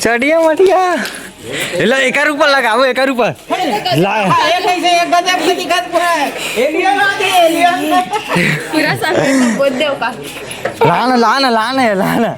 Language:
Chhattisgarhi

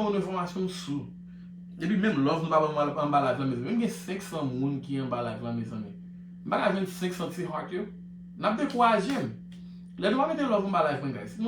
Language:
Haitian Creole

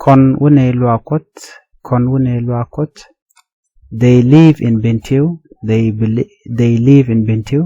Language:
Nuer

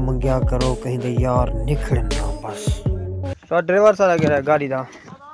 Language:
Saraiki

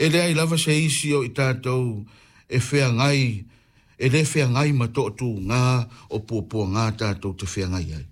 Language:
Samoan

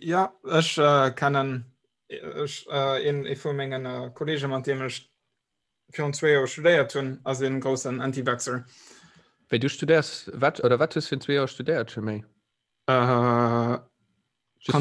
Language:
Luxembourgish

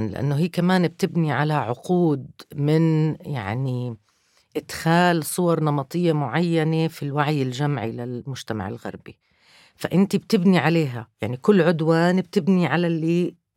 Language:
North Levantine Arabic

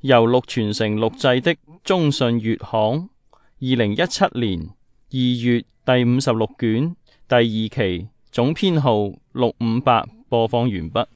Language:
Cantonese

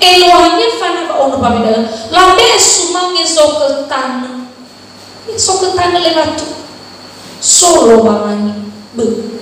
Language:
Nias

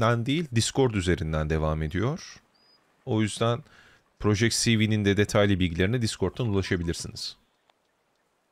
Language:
Turkish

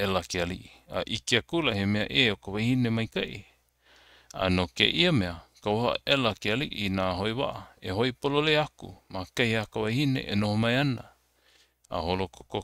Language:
Hawaiian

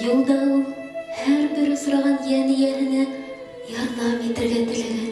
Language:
Bashkir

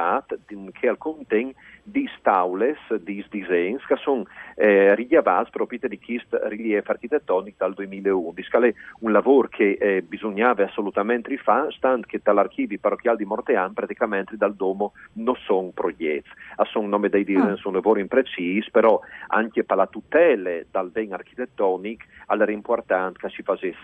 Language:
Friulian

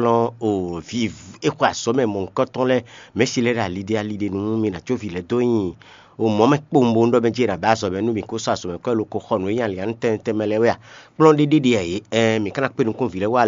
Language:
Fon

